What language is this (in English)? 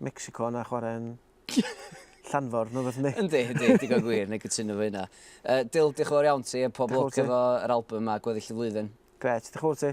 Welsh